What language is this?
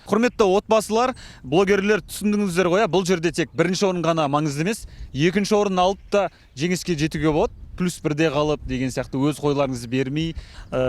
Kazakh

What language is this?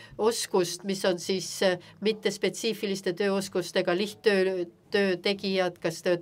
Estonian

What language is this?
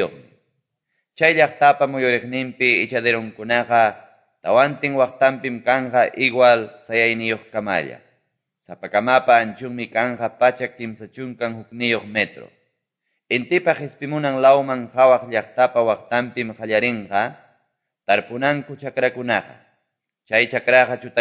Quechua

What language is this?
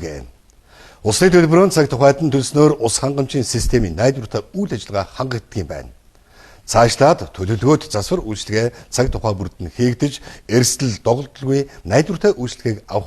Mongolian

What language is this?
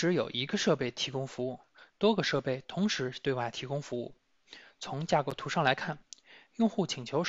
Chinese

